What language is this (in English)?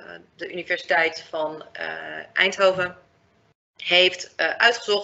Dutch